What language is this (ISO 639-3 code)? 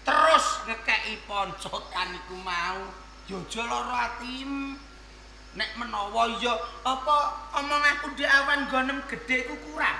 jav